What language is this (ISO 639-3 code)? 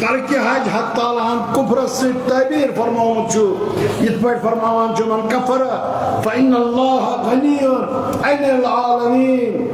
kas